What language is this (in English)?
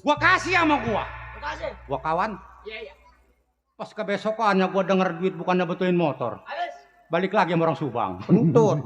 Betawi